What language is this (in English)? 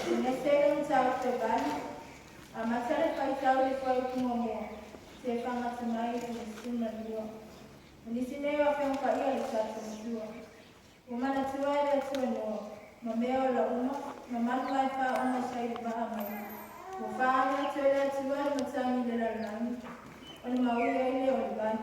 Samoan